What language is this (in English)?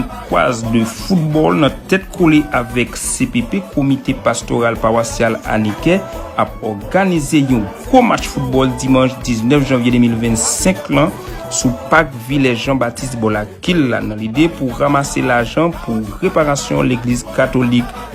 Haitian Creole